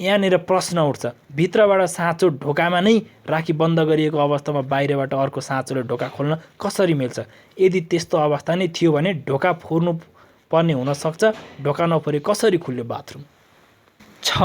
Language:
Nepali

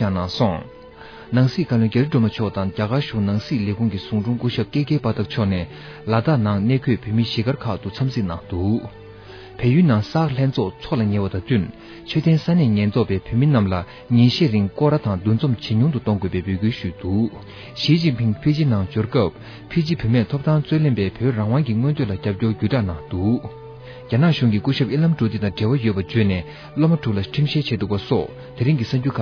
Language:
Tibetan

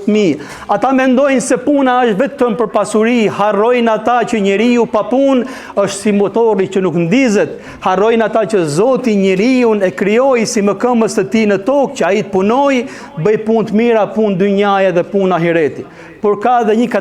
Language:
Albanian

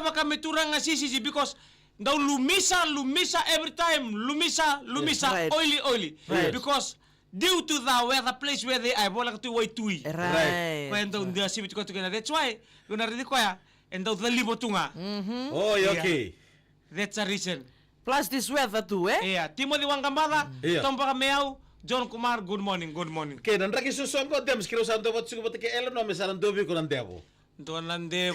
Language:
Fijian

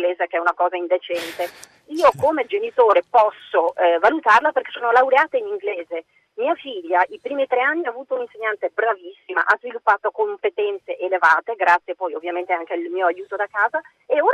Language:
Italian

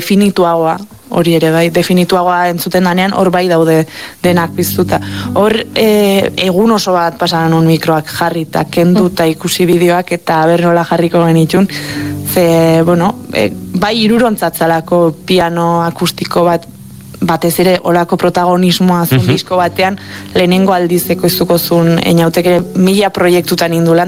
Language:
Basque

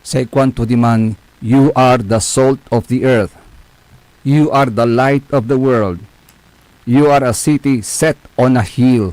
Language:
Pangasinan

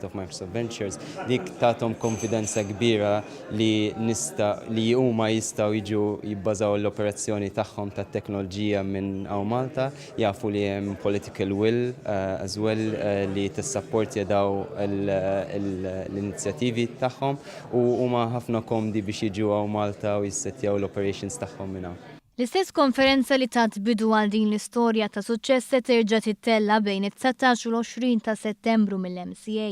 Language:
Maltese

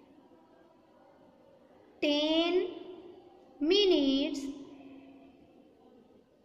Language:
Gujarati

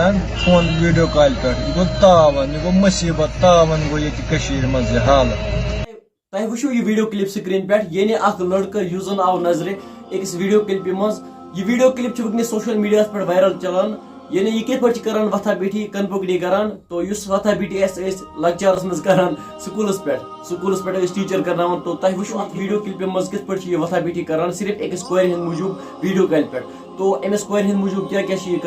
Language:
Kashmiri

